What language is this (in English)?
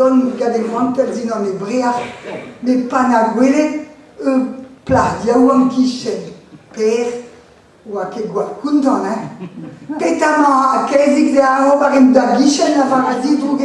Breton